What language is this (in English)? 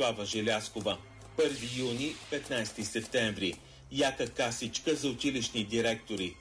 Bulgarian